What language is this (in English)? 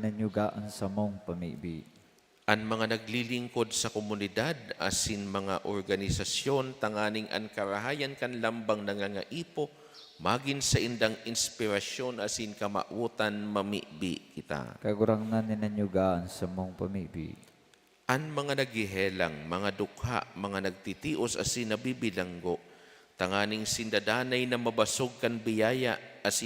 Bikol